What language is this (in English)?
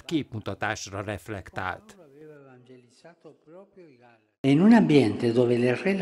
Hungarian